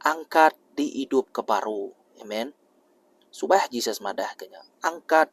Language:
Iban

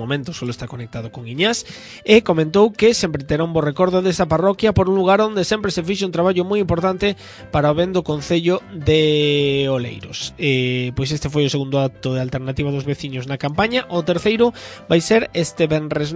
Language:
Galician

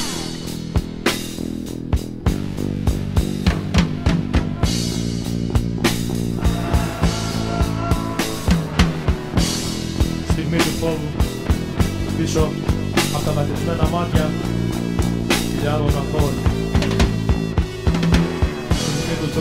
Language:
Greek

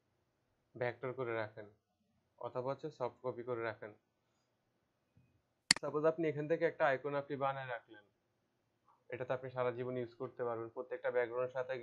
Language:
Bangla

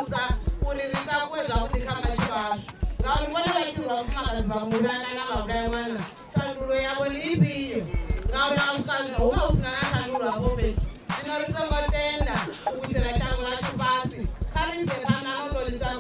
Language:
Venda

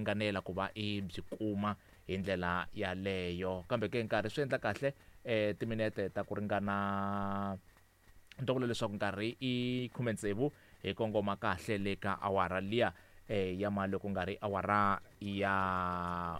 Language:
Tsonga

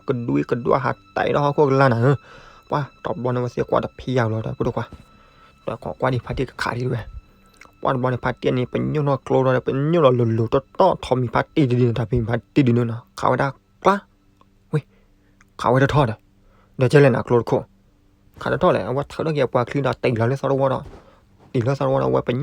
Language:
S'gaw Karen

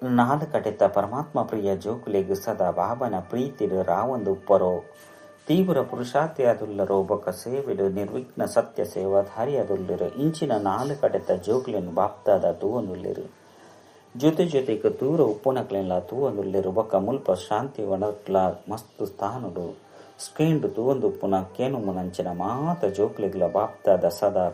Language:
Tulu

